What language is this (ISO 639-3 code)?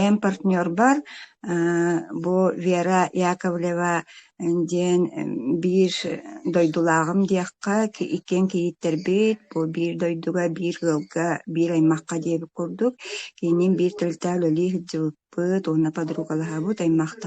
sah